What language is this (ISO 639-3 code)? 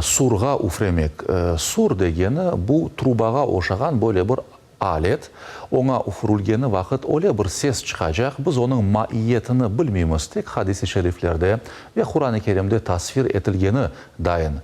crh